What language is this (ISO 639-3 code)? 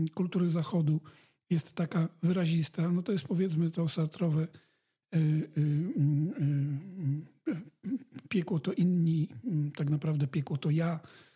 pol